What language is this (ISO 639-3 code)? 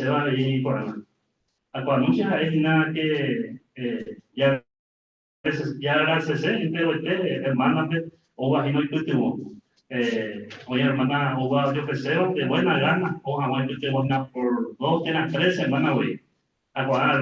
grn